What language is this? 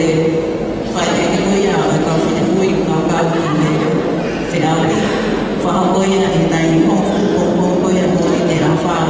Tongan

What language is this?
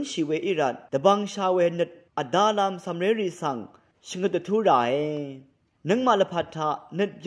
Rawang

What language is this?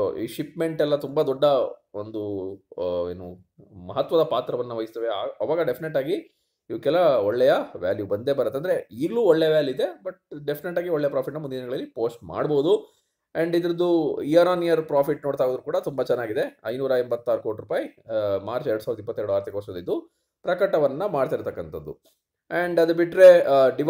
Kannada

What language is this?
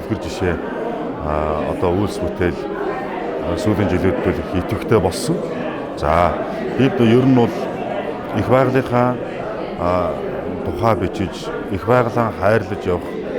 Mongolian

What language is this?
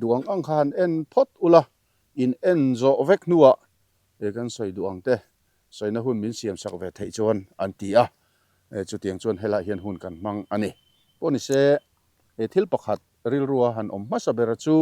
Mizo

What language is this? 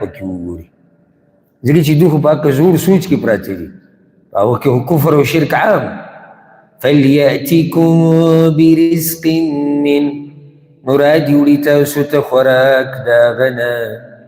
Pashto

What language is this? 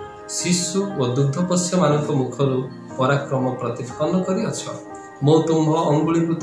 Odia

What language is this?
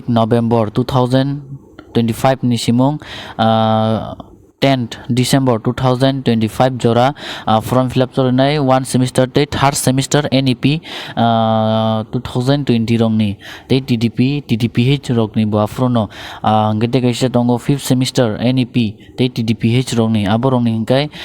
Kok Borok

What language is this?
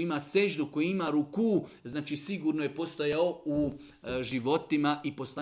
Bosnian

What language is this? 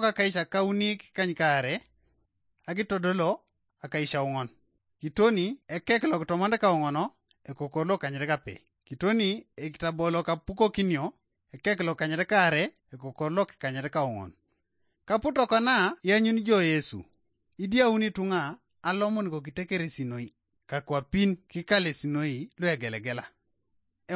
Teso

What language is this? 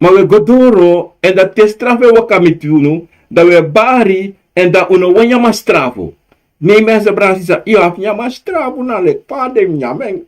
Sranan Tongo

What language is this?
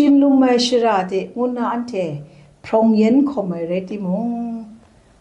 Kachin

